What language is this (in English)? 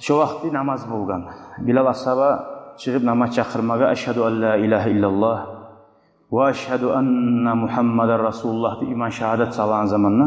Kumyk